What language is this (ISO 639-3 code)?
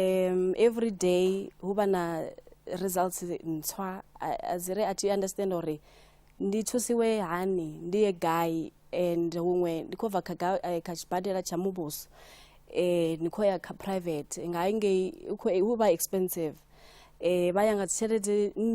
ven